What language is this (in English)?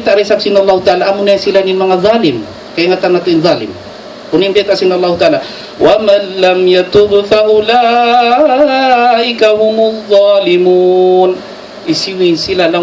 Tausug